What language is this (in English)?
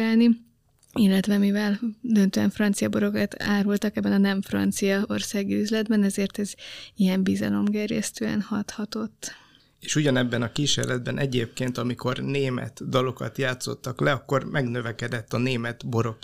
Hungarian